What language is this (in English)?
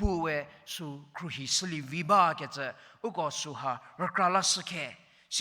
Angami Naga